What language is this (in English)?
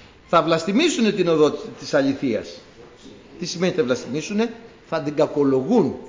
Greek